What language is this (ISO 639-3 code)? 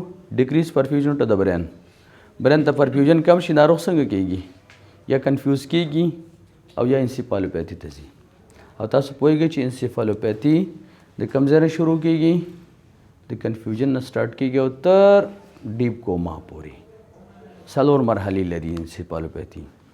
pus